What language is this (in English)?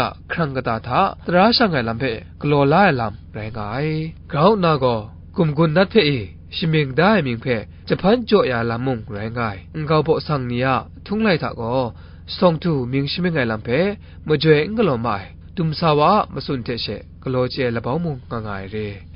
Kachin